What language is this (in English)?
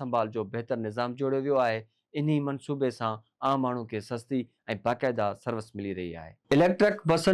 Sindhi